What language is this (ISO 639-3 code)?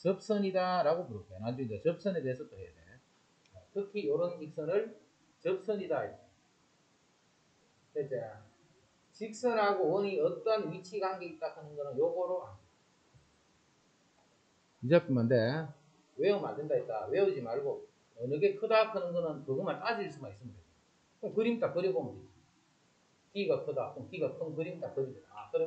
kor